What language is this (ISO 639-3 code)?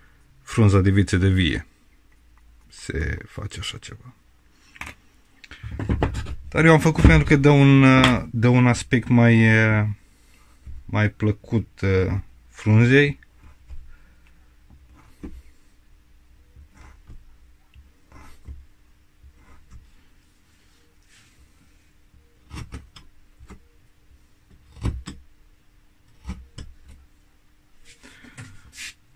ron